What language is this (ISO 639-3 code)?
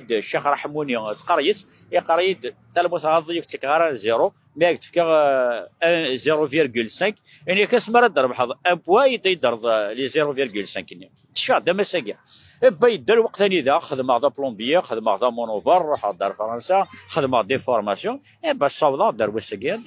kab